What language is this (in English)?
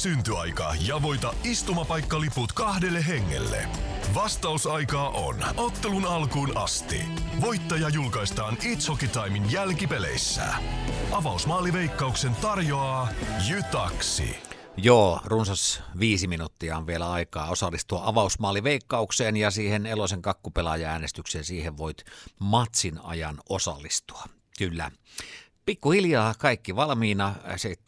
Finnish